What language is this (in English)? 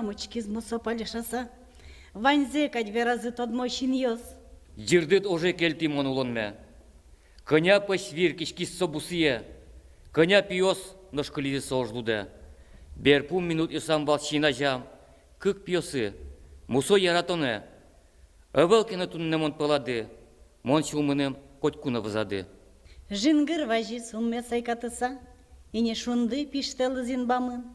Udmurt